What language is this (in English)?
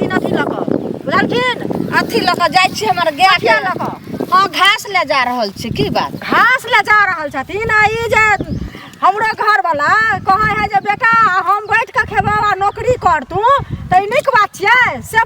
Maithili